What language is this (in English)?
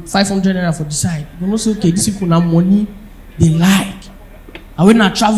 Nigerian Pidgin